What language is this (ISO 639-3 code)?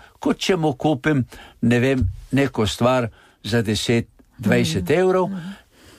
slv